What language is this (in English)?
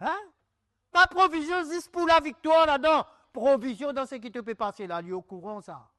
Morisyen